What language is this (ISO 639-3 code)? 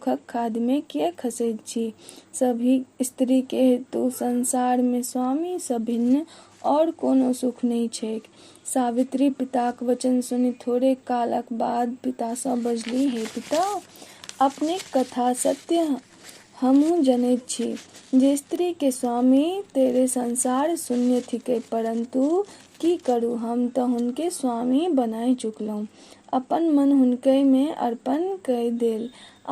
mai